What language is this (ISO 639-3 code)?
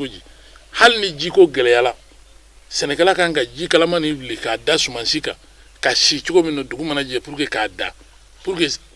bam